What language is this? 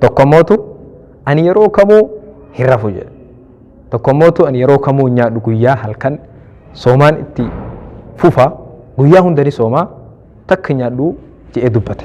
Oromo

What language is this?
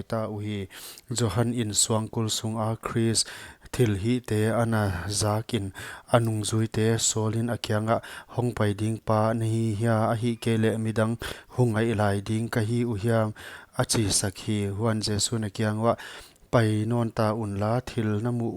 Paite Chin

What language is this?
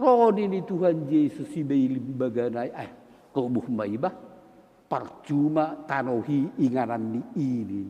Batak Simalungun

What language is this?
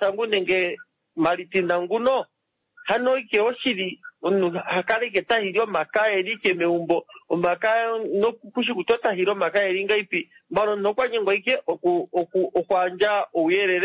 Kuanyama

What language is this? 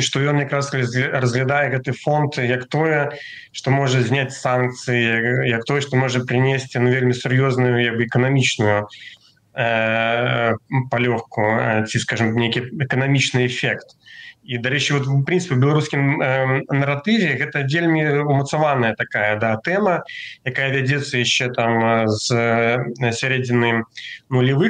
Belarusian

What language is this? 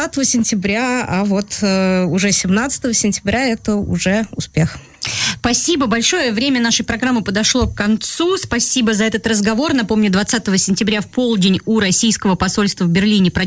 Russian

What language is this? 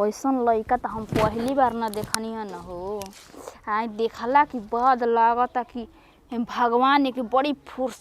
Bhojpuri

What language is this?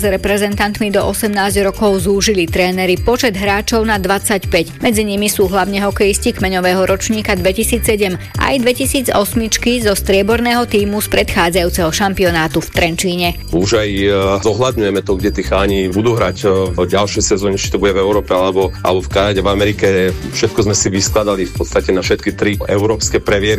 Slovak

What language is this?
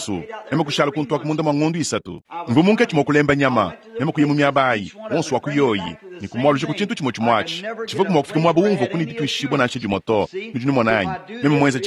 Luba-Lulua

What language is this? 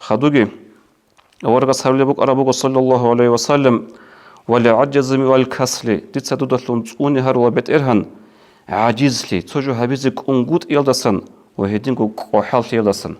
Avaric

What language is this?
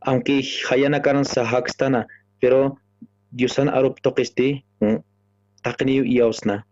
Aymara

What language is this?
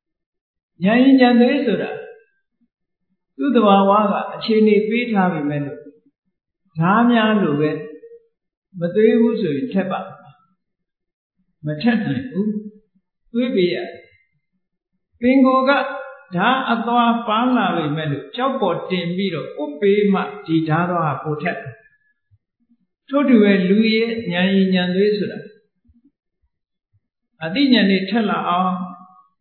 Burmese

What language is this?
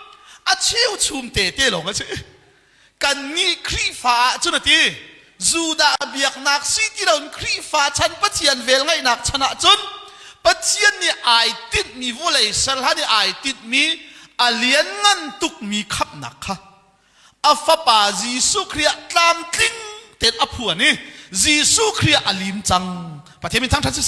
Hakha Chin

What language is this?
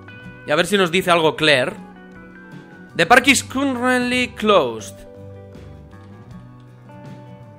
Spanish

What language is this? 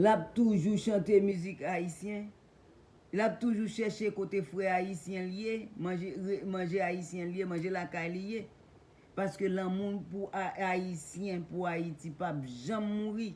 Haitian Creole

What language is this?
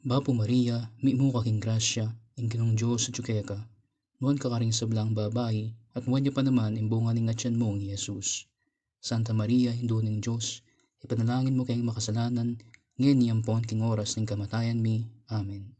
Pampanga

